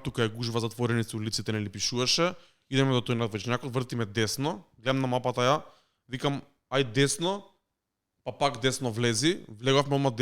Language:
Macedonian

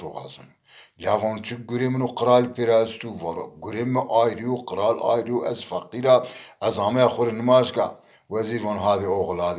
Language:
Zaza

